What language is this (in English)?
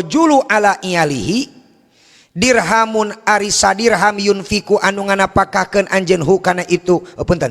Sundanese